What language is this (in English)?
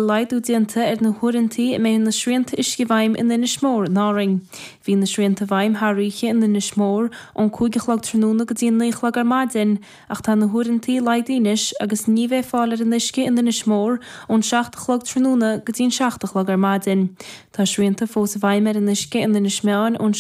Irish